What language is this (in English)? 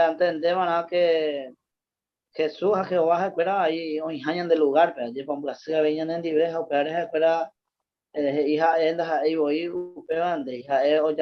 Guarani